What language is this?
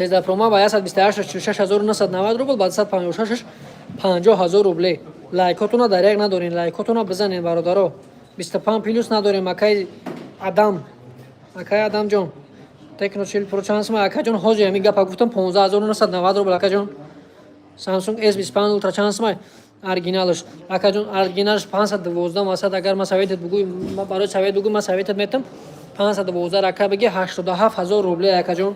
Tajik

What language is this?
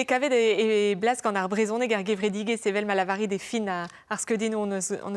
Breton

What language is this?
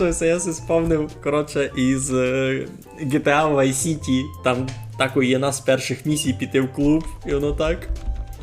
Rusyn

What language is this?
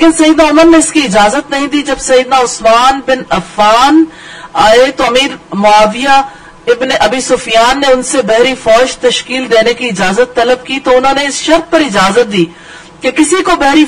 Urdu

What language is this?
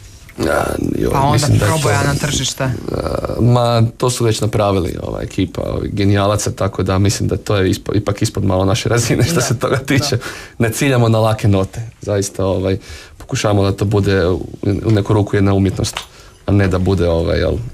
Croatian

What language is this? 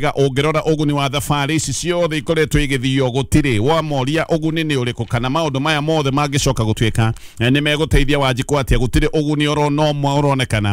Kikuyu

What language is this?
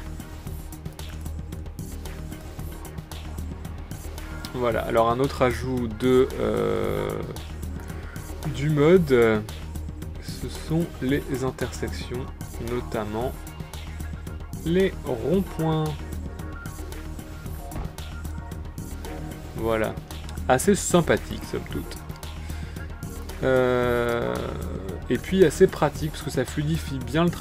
French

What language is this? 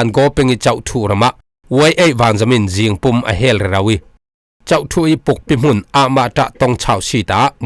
Falam Chin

